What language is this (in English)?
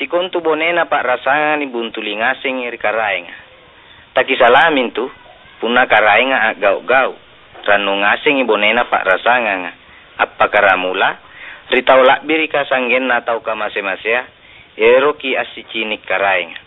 Makasar